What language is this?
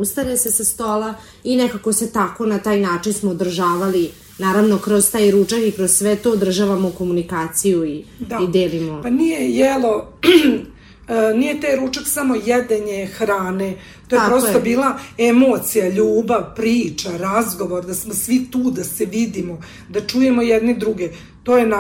Serbian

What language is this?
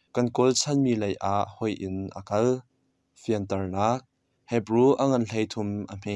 Hakha Chin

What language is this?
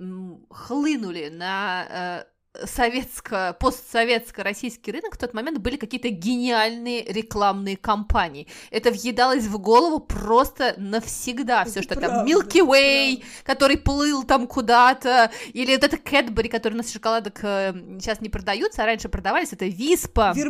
Russian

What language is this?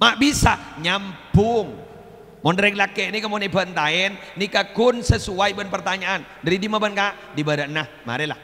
Madurese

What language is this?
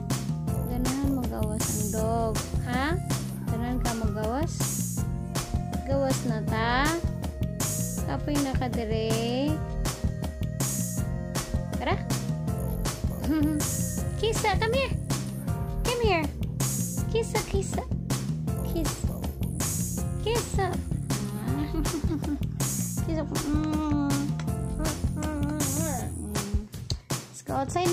Cebuano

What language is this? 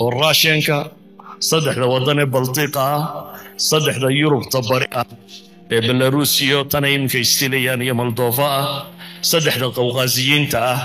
Somali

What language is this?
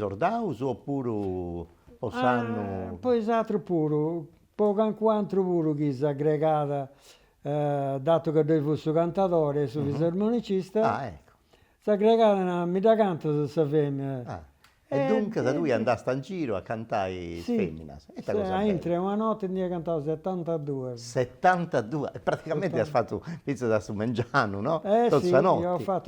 Sardinian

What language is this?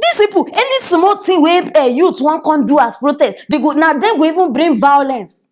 Nigerian Pidgin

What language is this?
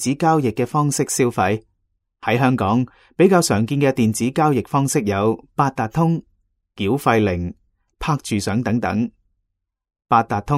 Cantonese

